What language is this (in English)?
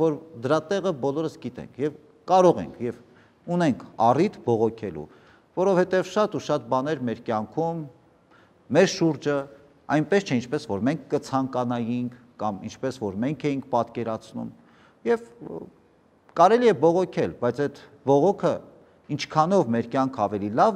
Armenian